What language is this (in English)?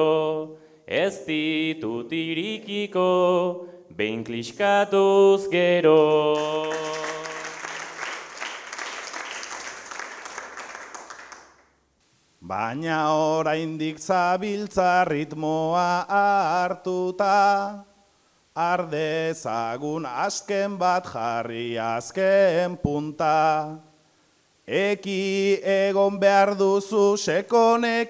Basque